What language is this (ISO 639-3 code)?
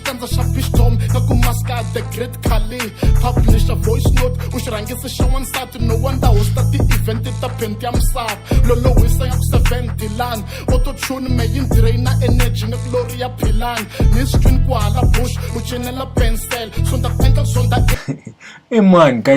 tso